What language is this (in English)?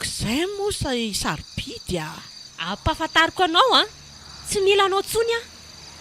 Malagasy